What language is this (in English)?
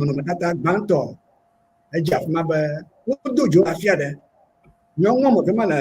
Ewe